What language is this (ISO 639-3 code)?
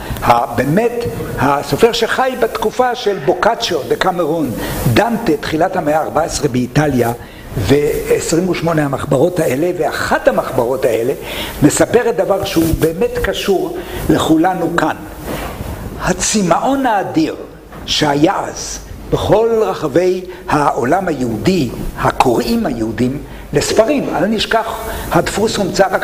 heb